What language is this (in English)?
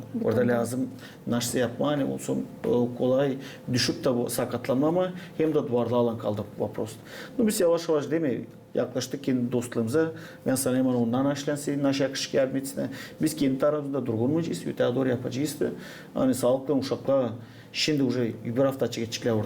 Gagauz